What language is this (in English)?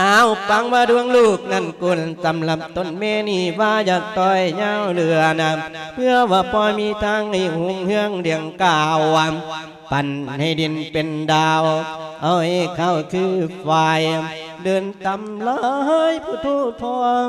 Lao